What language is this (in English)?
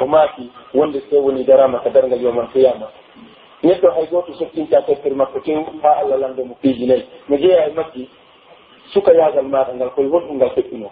Pular